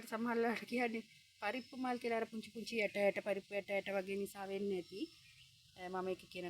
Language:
Sinhala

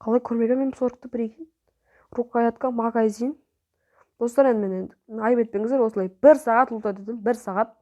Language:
Kazakh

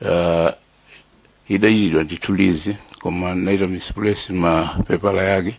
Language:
Nyanja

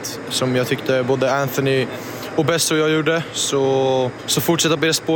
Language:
Swedish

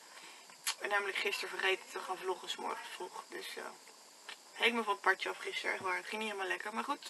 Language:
Dutch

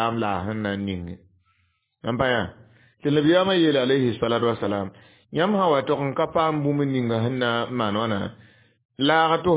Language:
Mossi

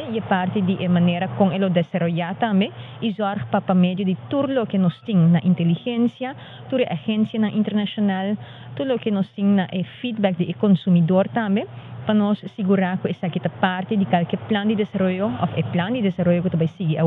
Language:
Papiamento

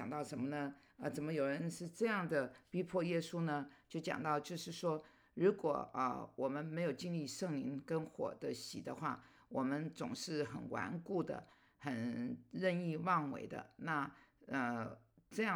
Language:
Chinese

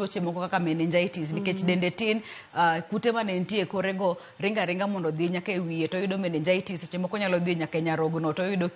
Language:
Luo (Kenya and Tanzania)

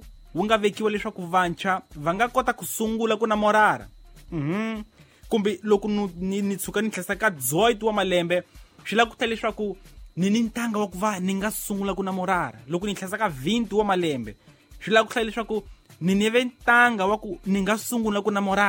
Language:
Tsonga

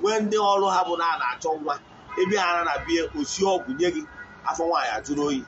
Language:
Igbo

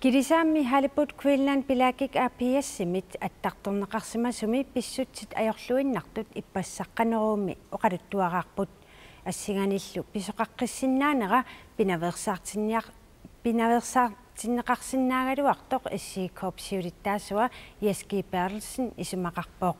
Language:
Kalaallisut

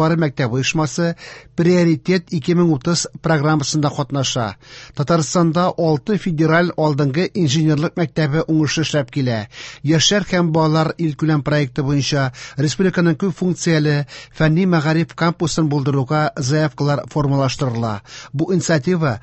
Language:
Tatar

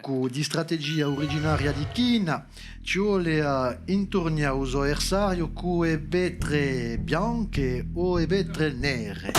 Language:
Corsican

